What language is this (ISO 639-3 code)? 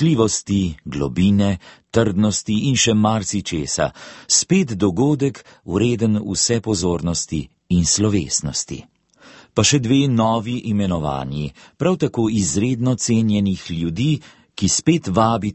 slv